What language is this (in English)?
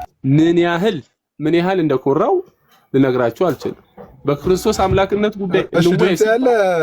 Amharic